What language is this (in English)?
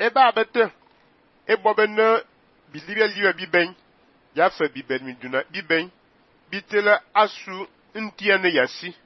Fang